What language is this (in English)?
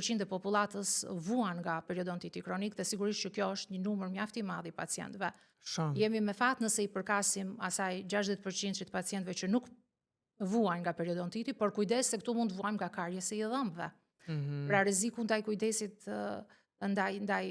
Albanian